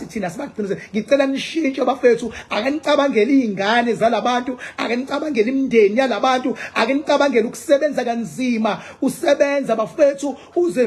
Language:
Zulu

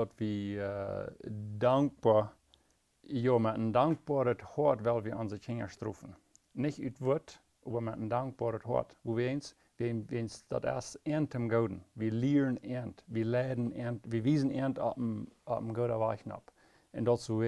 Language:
Plautdietsch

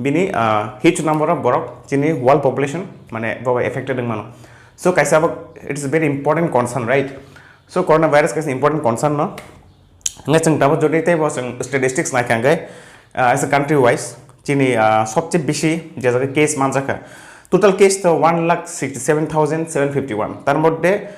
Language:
Kok Borok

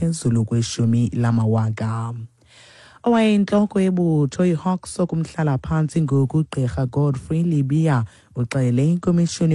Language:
Xhosa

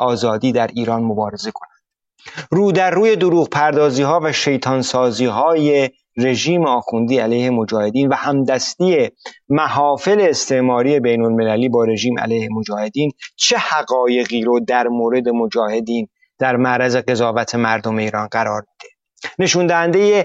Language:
Persian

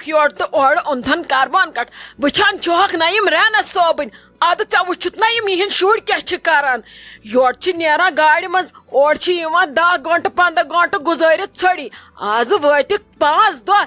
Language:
Kashmiri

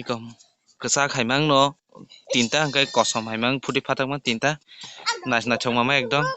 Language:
Kok Borok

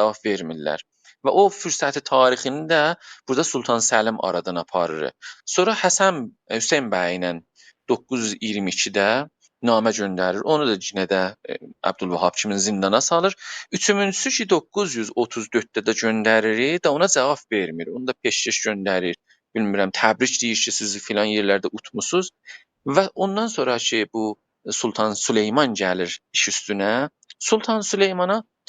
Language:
South Azerbaijani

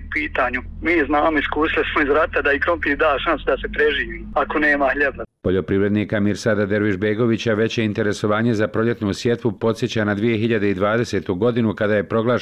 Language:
Bosnian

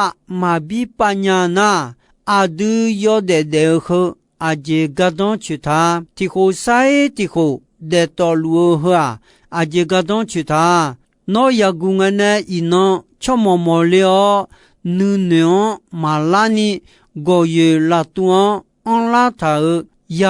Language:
Akha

